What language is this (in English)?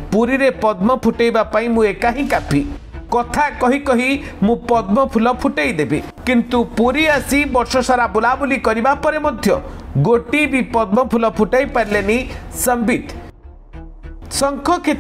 Odia